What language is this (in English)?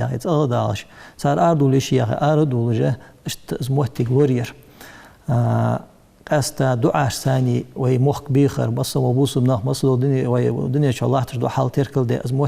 Ingush